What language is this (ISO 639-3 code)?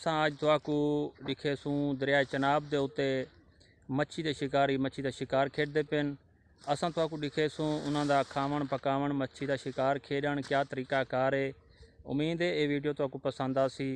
skr